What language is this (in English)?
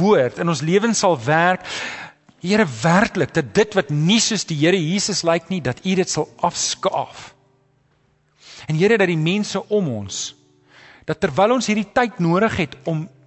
Afrikaans